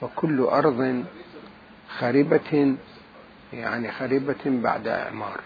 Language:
Mesopotamian Arabic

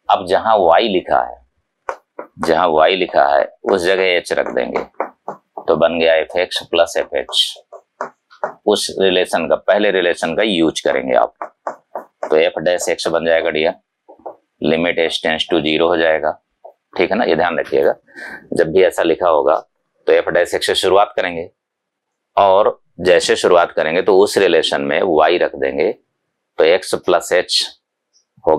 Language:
Hindi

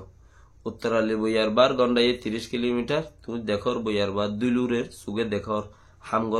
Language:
Rohingya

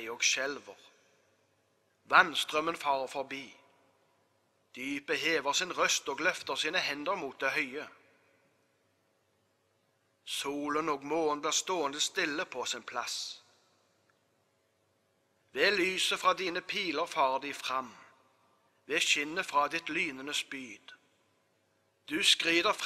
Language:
Norwegian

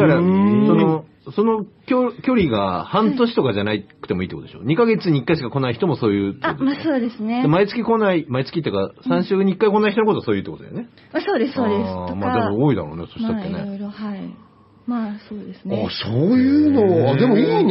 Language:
Japanese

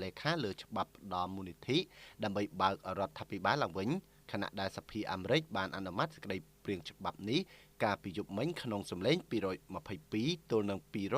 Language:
Khmer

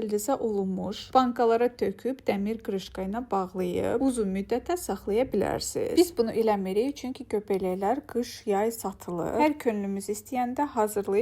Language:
Azerbaijani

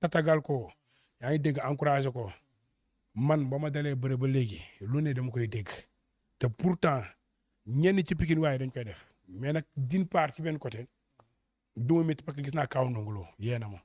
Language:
Wolof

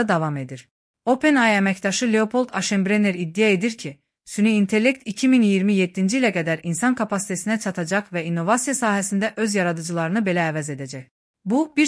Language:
Azerbaijani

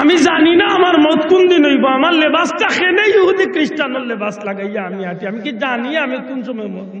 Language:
Sylheti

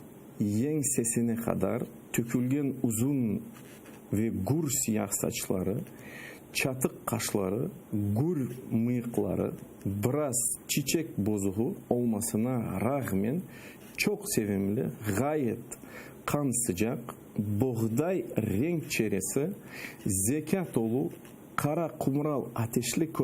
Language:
Crimean Tatar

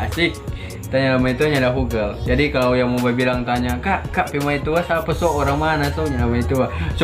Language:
Manado Malay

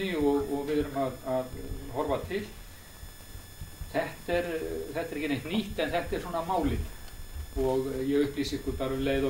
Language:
Icelandic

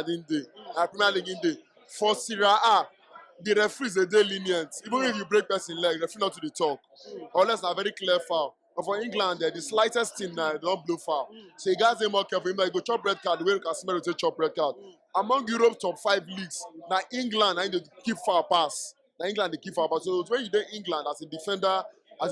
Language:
Nigerian Pidgin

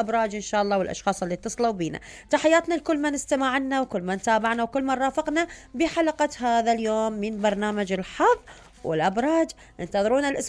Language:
Mesopotamian Arabic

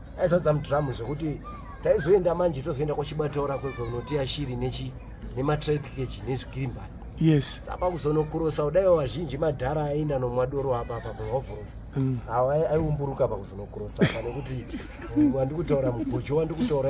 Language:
Shona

